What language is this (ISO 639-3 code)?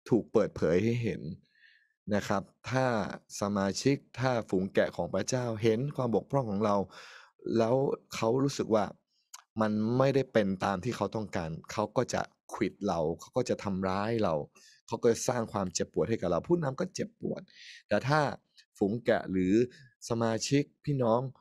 tha